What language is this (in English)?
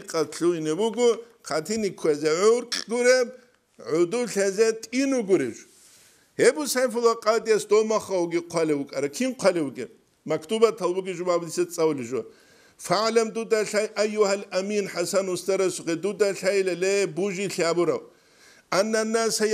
Avaric